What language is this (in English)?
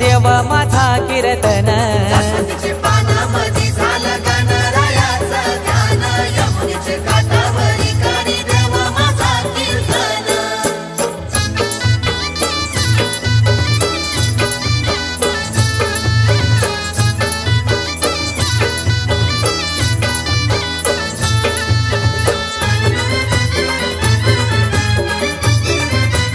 Marathi